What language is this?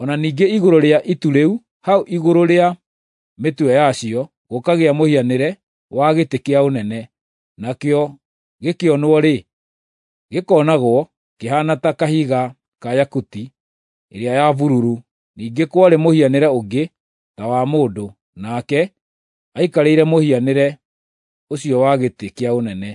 Kikuyu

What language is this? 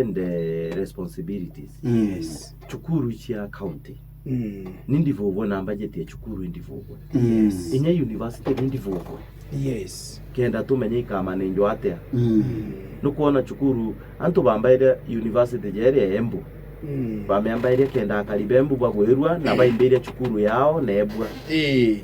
Meru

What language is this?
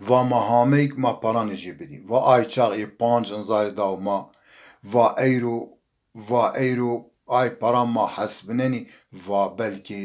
Zaza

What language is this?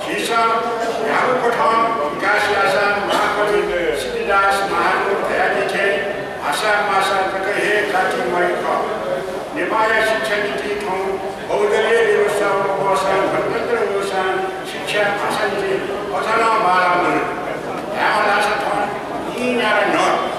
Newari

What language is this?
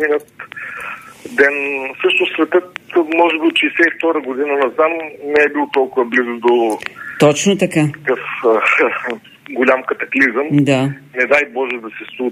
Bulgarian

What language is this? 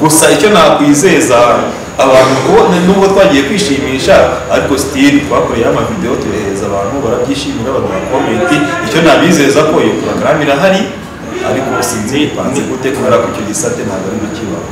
Kinyarwanda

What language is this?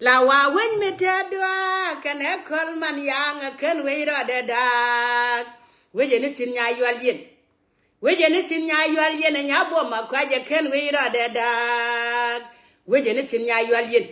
Nuer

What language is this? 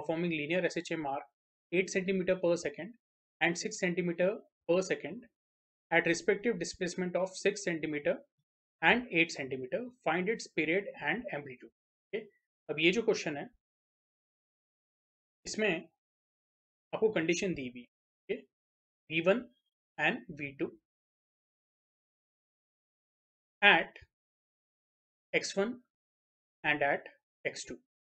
Hindi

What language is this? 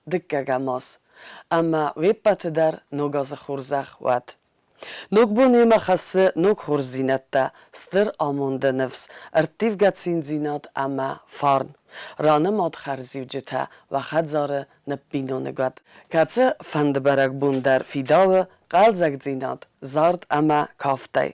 Ossetic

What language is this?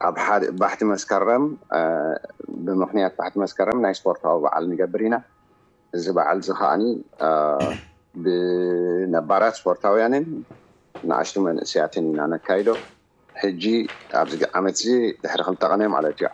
Tigrinya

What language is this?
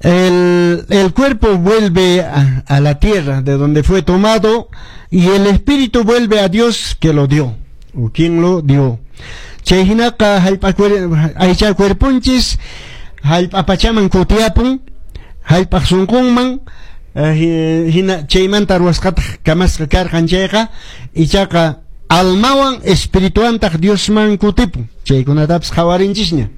Quechua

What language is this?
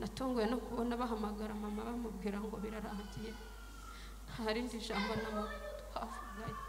Kinyarwanda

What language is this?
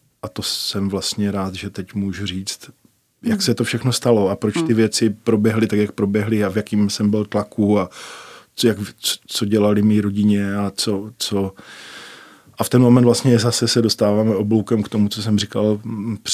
Czech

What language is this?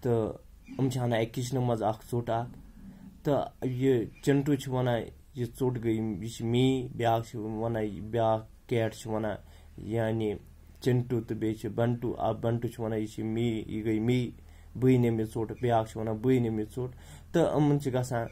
Kashmiri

